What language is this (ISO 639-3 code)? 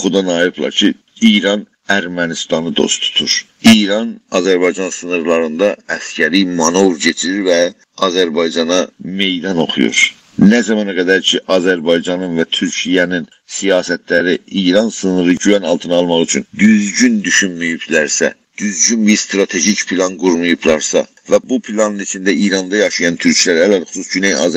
azb